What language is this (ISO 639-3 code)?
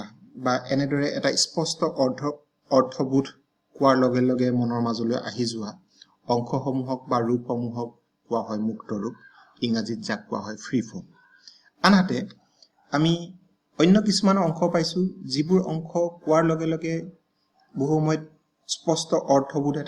asm